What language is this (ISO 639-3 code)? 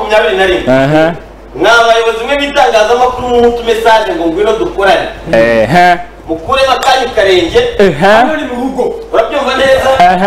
kin